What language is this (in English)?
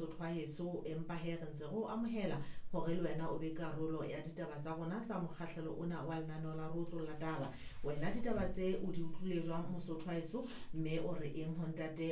Southern Sotho